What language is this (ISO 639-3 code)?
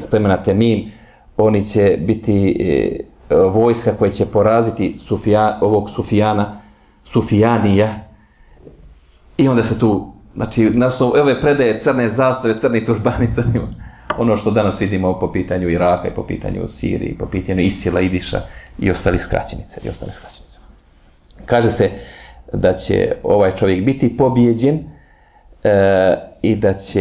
bos